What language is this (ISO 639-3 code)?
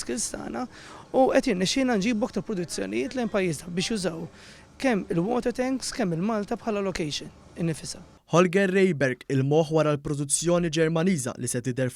mlt